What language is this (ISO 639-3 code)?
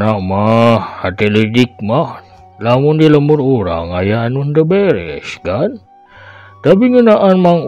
sun